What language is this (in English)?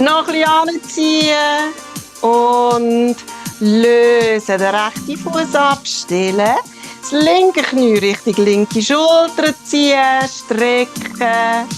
Swiss German